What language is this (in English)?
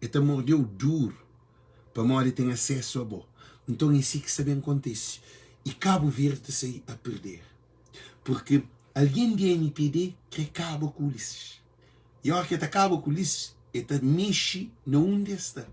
Kabuverdianu